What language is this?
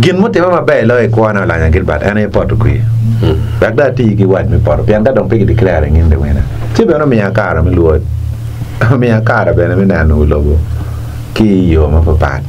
Acoli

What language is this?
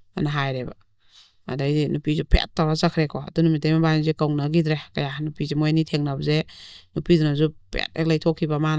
Manipuri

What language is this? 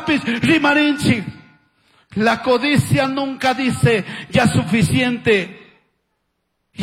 Chimborazo Highland Quichua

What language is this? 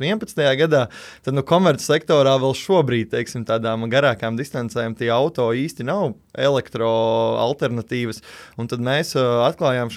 Latvian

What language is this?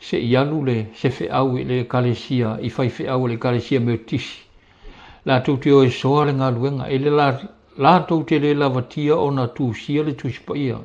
Samoan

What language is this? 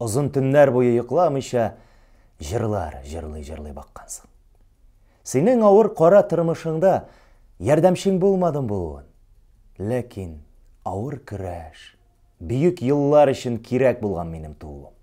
Tatar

